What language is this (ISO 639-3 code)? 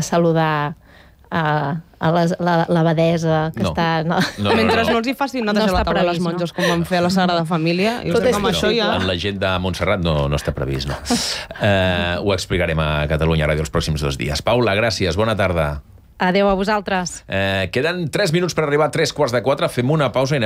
cat